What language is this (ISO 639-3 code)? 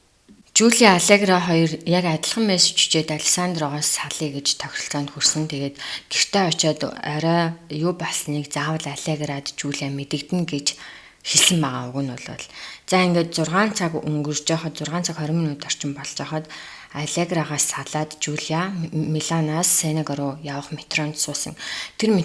mon